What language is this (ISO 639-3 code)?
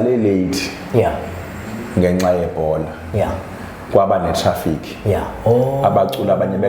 zul